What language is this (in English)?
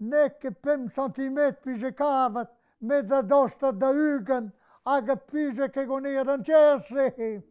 Breton